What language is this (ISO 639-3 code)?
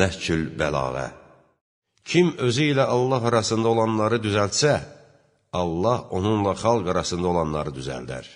aze